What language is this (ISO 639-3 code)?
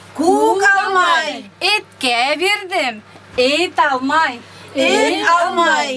bak